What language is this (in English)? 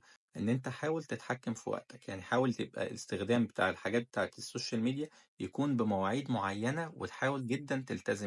Egyptian Arabic